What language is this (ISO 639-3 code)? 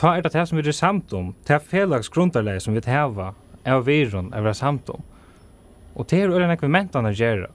fao